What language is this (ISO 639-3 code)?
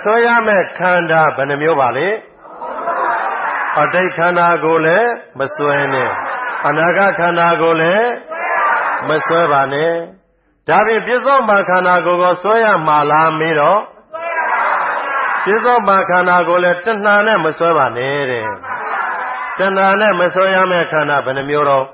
mya